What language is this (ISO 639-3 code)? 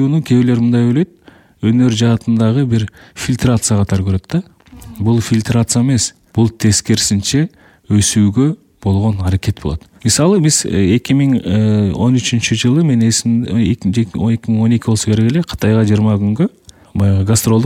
kir